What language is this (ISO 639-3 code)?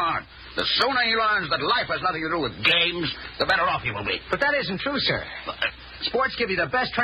eng